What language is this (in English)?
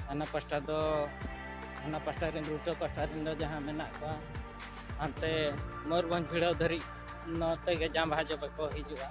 Santali